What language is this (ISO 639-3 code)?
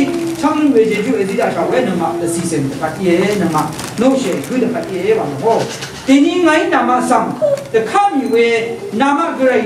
raw